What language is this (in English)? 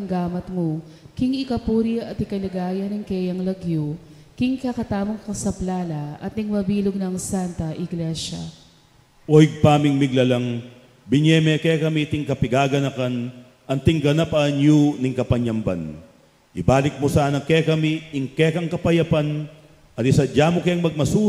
Pampanga